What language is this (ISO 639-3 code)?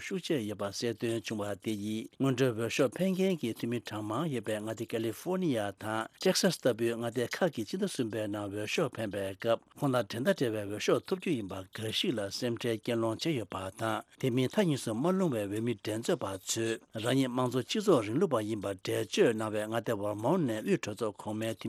bod